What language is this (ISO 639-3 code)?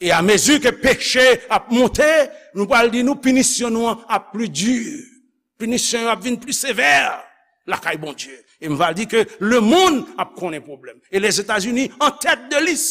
hat